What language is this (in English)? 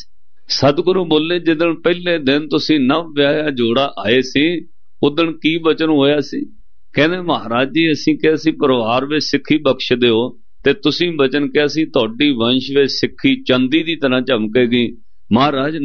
Punjabi